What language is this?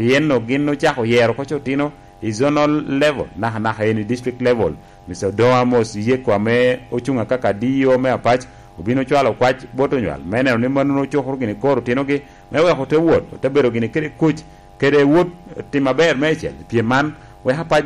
Lango (Uganda)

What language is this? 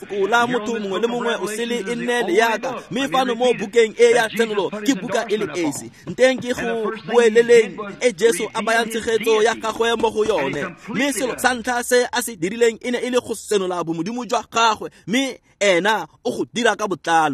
Tswana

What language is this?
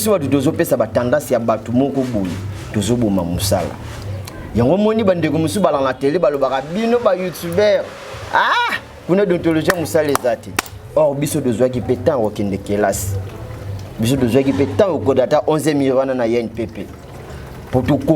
Lingala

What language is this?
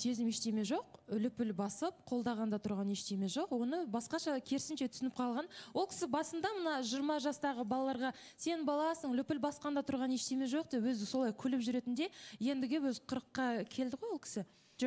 Kazakh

